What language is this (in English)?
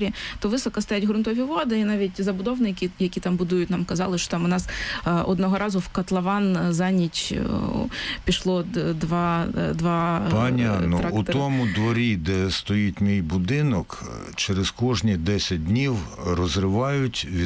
Ukrainian